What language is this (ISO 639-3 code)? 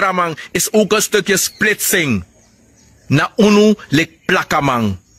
srn